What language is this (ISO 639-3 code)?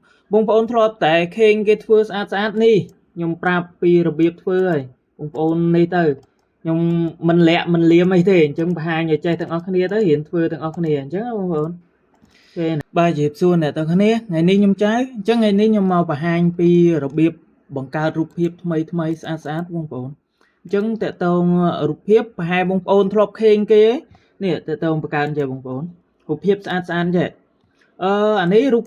khm